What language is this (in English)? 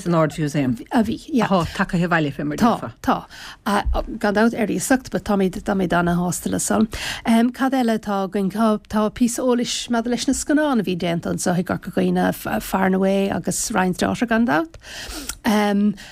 Irish